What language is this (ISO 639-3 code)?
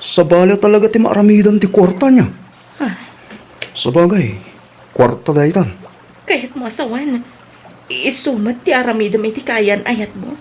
ilo